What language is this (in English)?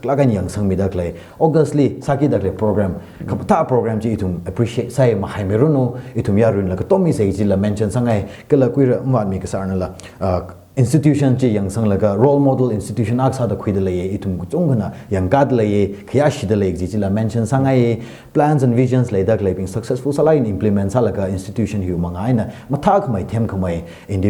Tangkhul Naga (India)